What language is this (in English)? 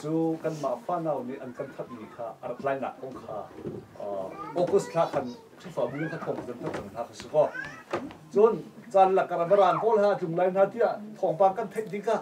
Hakha Chin